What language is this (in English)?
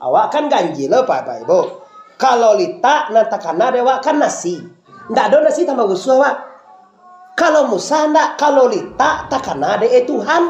Minangkabau